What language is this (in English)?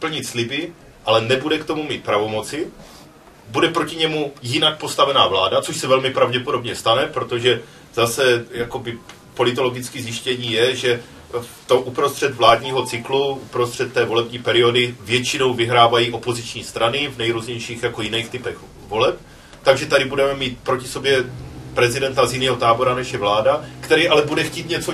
Czech